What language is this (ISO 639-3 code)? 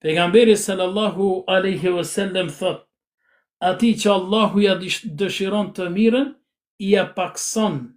sqi